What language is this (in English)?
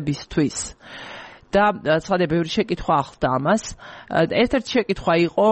Georgian